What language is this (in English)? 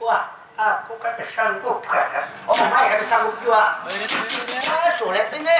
Banjar